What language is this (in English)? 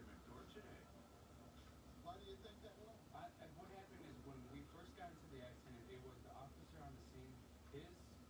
English